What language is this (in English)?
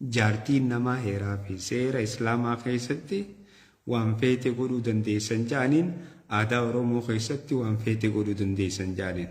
Oromo